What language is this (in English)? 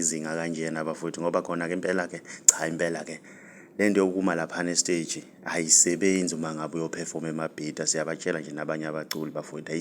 Zulu